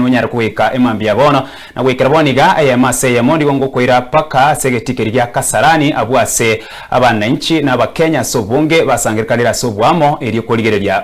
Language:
Gusii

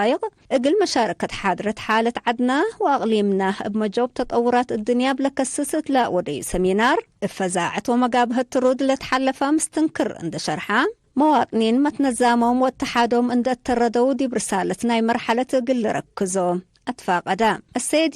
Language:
Tigre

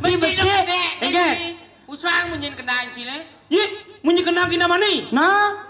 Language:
Balinese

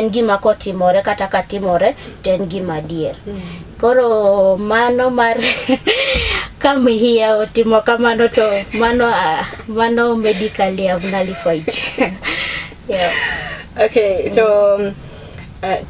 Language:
Luo (Kenya and Tanzania)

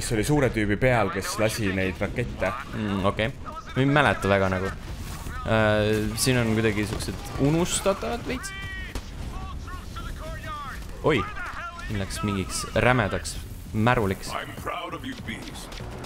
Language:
Estonian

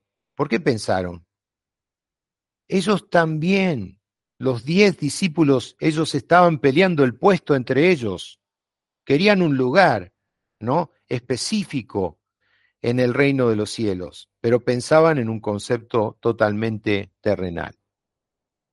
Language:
Spanish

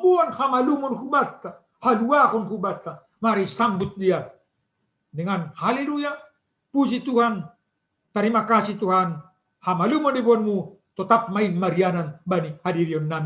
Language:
Batak Simalungun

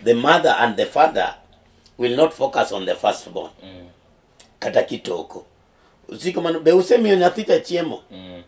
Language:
Luo (Kenya and Tanzania)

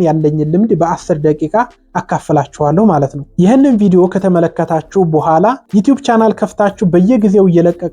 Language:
Amharic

